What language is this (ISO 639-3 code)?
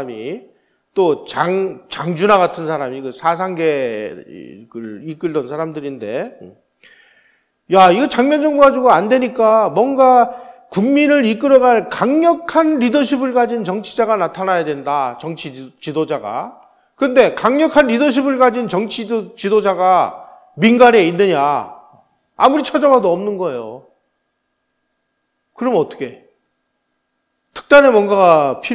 kor